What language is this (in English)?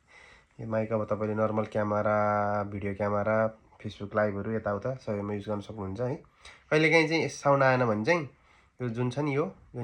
Nepali